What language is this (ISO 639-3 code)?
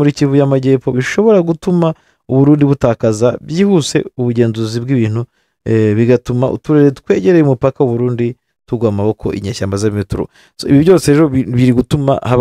kin